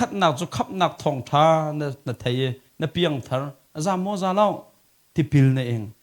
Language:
Hakha Chin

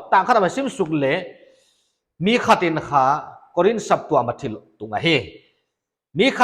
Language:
Paite Chin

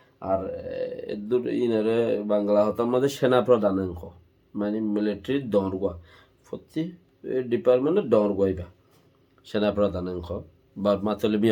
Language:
Rohingya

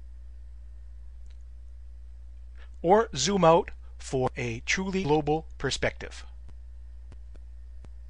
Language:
English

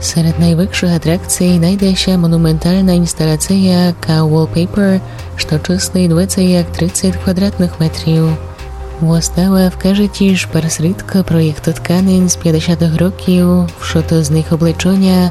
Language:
Rusyn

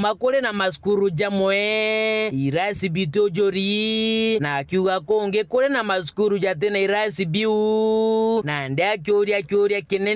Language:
Meru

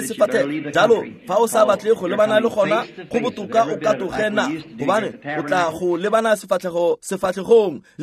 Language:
Tswana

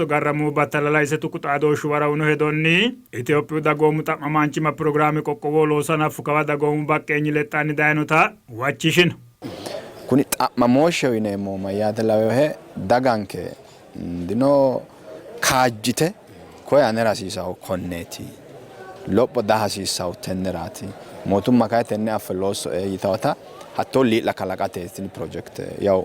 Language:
Sidamo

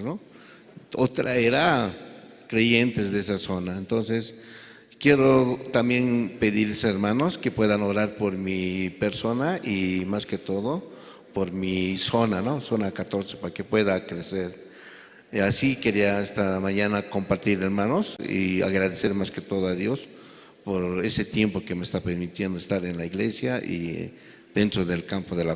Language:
Aymara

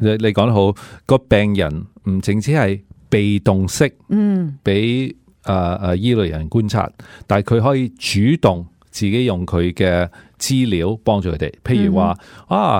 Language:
Cantonese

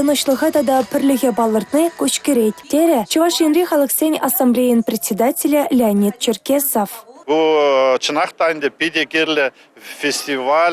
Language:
Chuvash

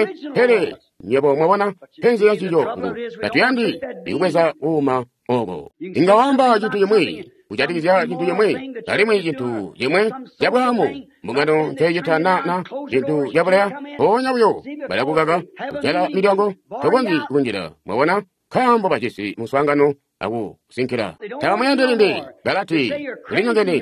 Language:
Tonga (Zambia)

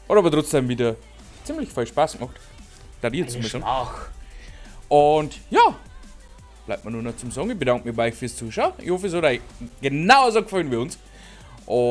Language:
Bavarian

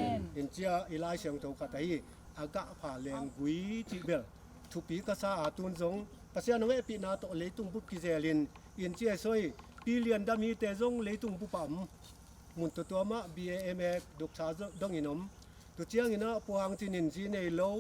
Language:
Tedim Chin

